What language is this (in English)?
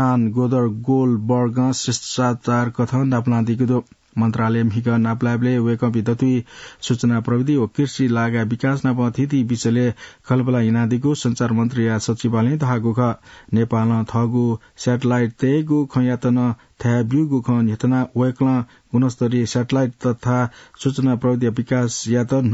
Newari